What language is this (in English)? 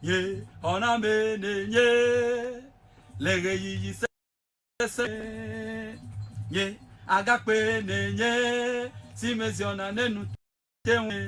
Ewe